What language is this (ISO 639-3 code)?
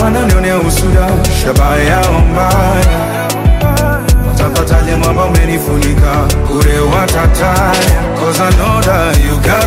swa